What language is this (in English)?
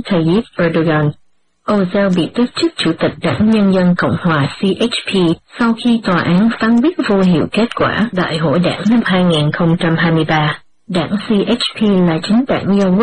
Vietnamese